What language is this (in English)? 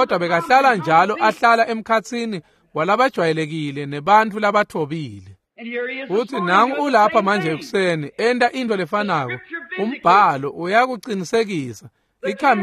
Swati